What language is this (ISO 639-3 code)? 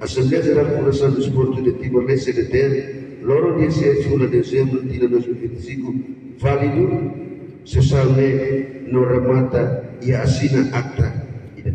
tet